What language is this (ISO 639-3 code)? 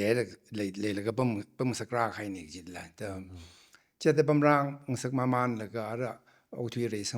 nmf